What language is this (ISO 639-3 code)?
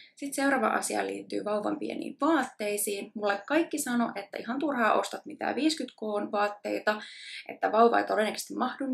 fin